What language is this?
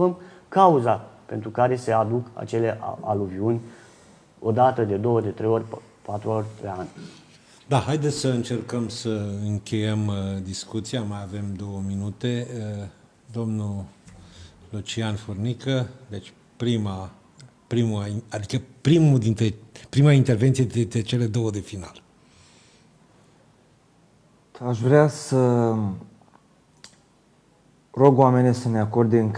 Romanian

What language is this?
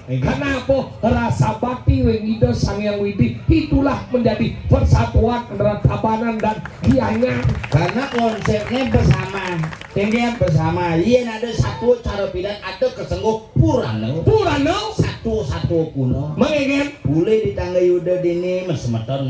Balinese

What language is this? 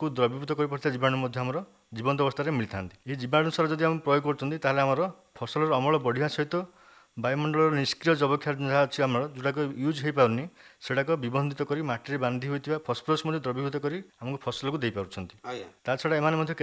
Odia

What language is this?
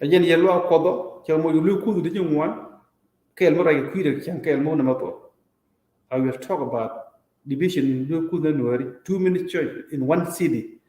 Nuer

